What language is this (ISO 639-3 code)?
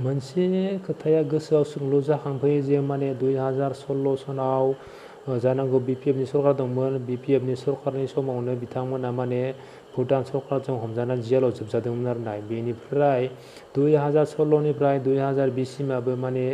brx